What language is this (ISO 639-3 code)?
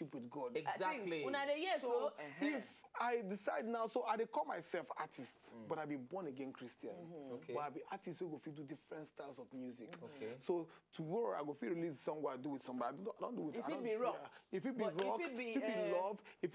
pcm